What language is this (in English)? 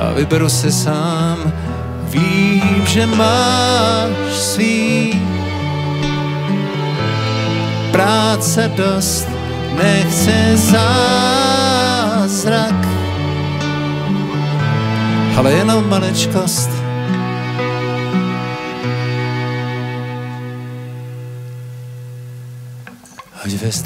Czech